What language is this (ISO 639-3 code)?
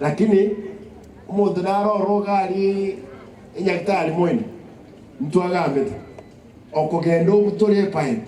guz